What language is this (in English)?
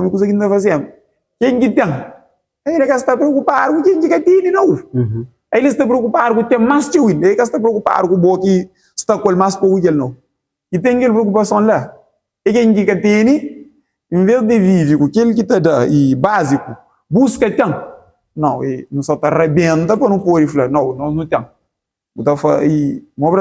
Kabuverdianu